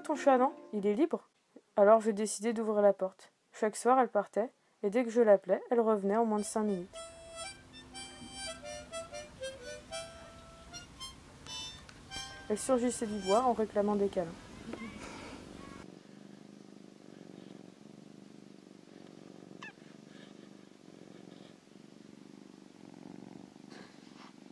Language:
French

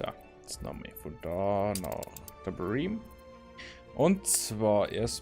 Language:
Bavarian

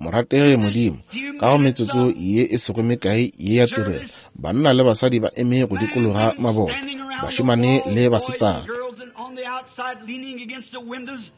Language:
Northern Sotho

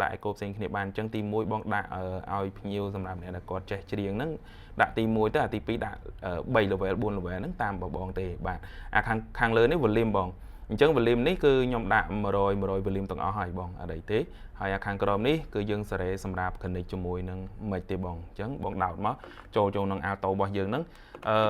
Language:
Khmer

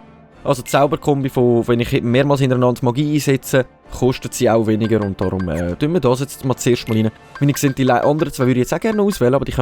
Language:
Swiss German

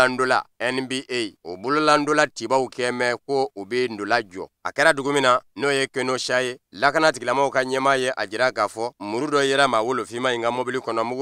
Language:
Bambara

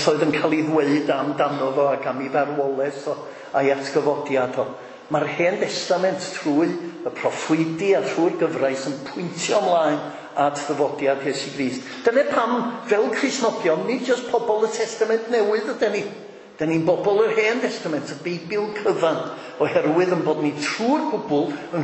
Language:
Welsh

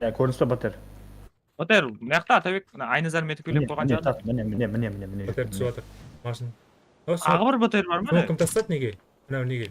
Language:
Kara-Kalpak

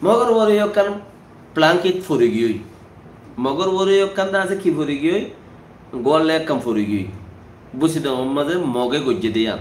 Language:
Rohingya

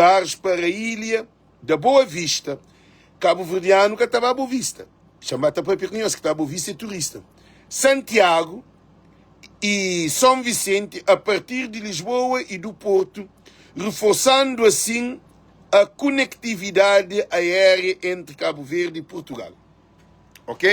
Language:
Kabuverdianu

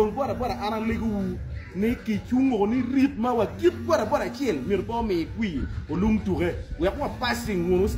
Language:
Acoli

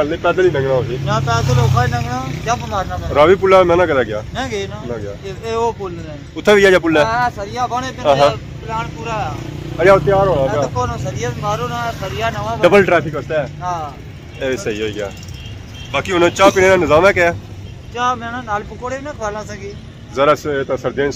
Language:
Pahari-Potwari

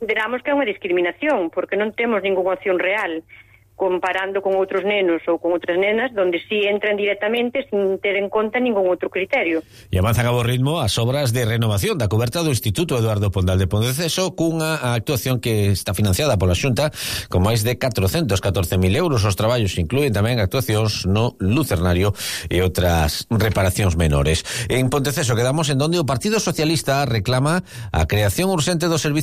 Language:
Galician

